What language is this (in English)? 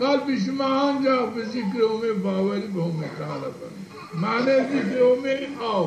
Zaza